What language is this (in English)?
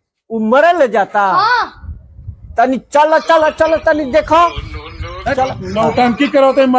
Magahi